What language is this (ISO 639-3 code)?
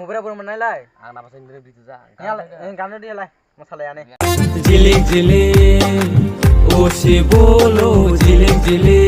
trp